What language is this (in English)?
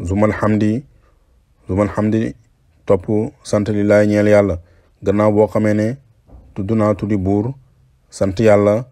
Wolof